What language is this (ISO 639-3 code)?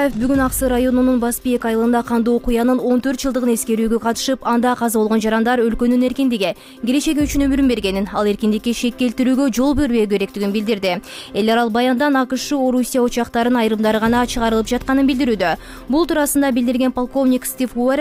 kir